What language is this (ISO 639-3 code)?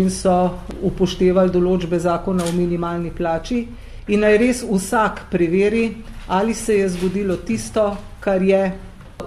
slv